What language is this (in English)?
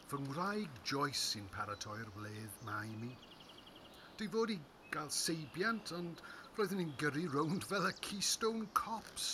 Welsh